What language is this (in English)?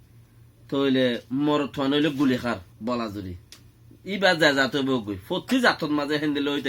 Rohingya